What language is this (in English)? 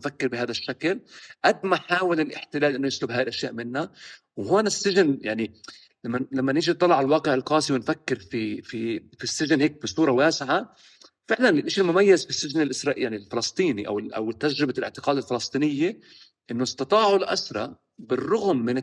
North Levantine Arabic